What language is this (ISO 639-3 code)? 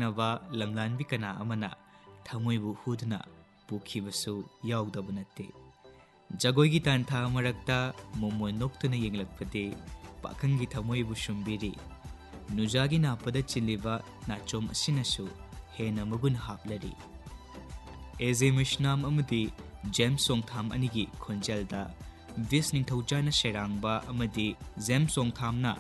mni